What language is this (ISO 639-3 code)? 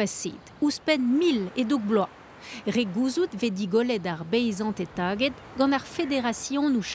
bre